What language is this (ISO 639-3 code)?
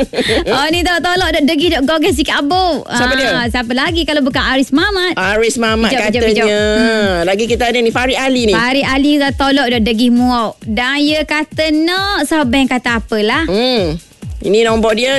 msa